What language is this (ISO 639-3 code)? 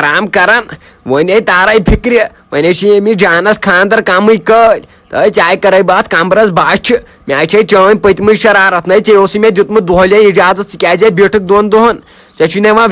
kas